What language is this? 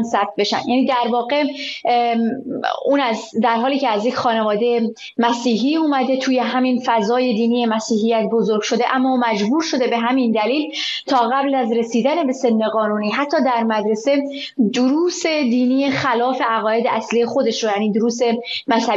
Persian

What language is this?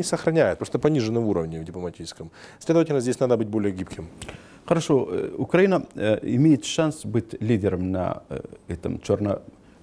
Russian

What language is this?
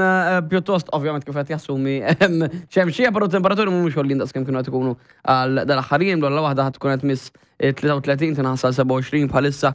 Maltese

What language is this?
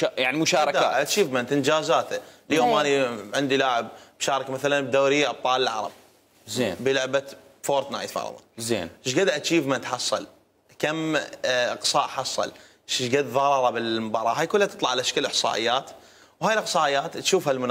Mesopotamian Arabic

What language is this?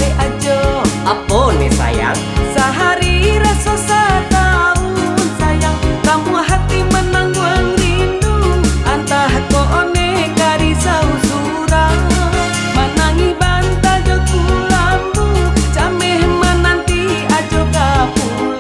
Minangkabau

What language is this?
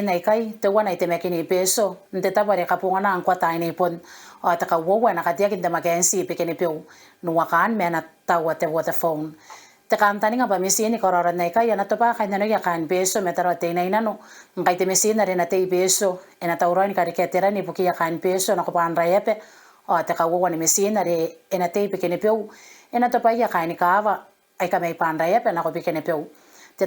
Gilbertese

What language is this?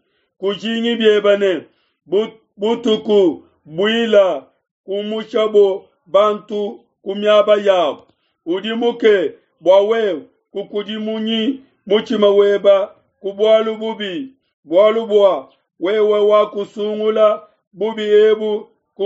Luba-Lulua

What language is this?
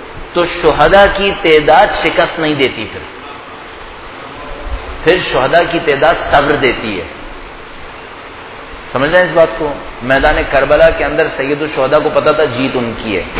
Urdu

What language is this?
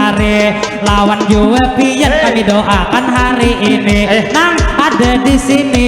Banjar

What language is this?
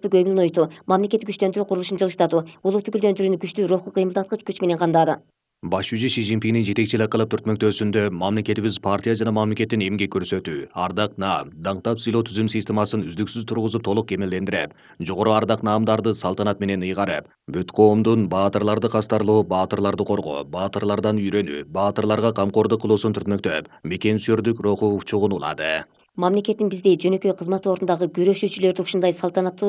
Kyrgyz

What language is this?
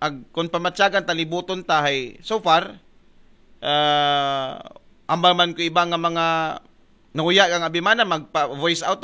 Aklanon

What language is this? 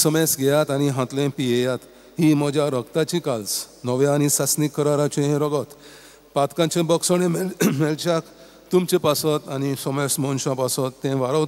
Konkani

